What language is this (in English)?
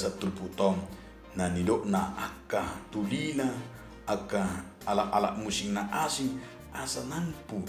Batak Toba